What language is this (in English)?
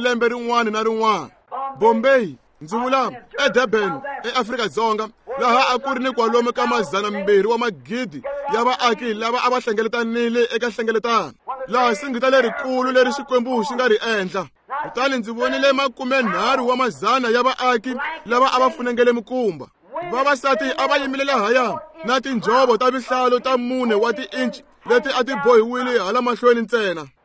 Tsonga